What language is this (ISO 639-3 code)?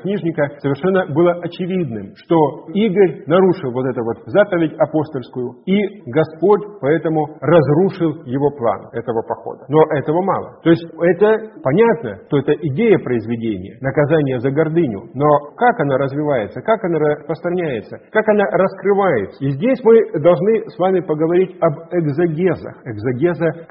rus